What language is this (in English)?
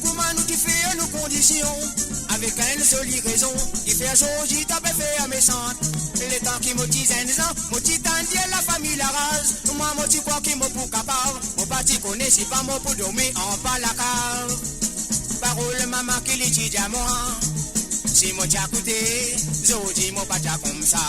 Morisyen